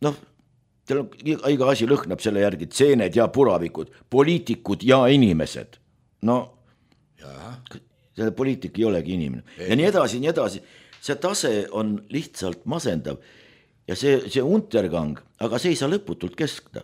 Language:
Estonian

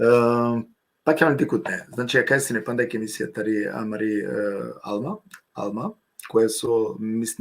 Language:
Balkan Romani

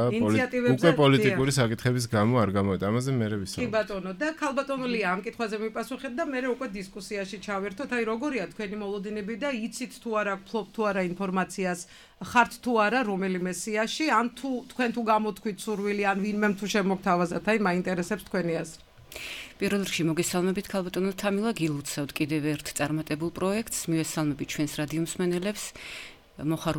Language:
Georgian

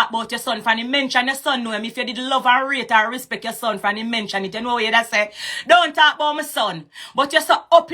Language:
Jamaican Creole English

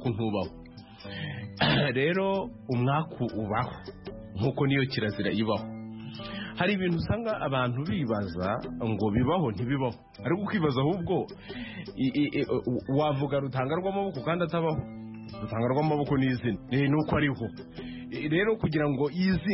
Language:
Kinyarwanda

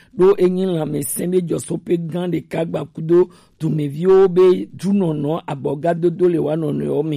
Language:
Gen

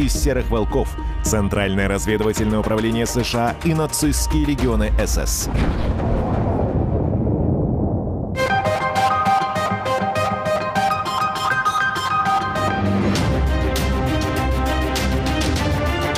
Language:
Russian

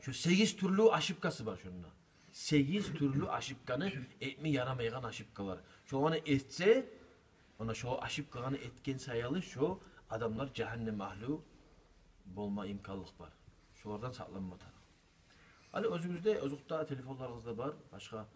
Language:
Kumyk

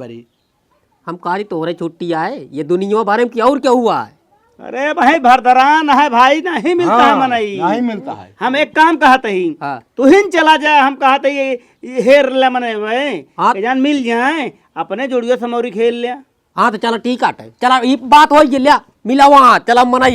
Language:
Awadhi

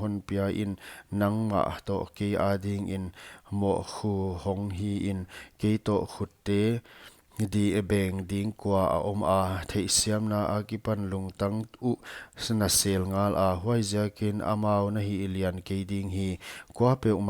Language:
Paite Chin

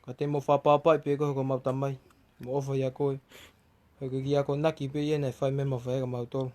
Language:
Tongan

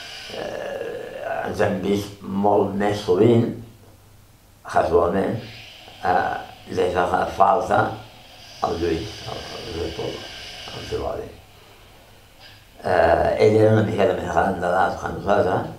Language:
Catalan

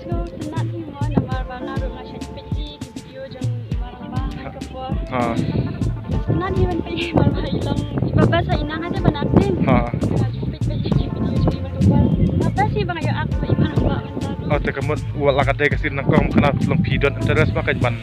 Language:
Khasi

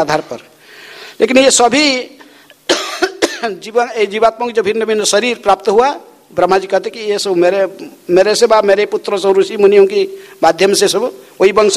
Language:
Hindi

